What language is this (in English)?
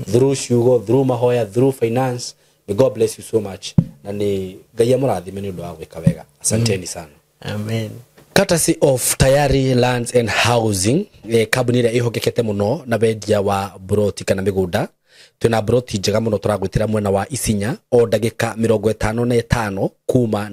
Kikuyu